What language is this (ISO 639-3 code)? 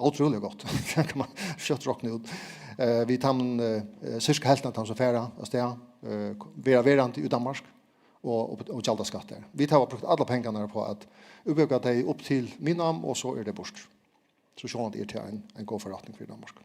fao